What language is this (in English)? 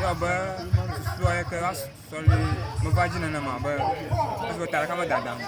Ewe